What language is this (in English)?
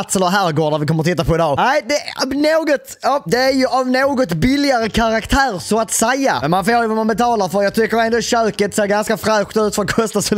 Swedish